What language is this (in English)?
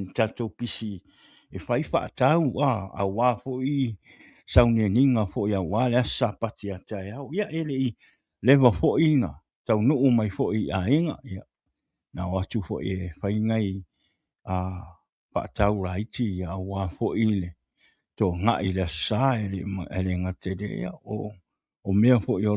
Samoan